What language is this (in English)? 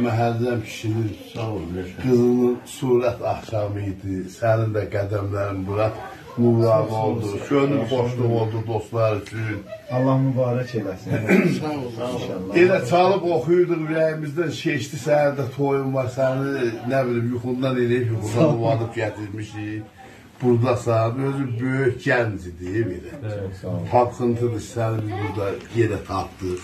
South Azerbaijani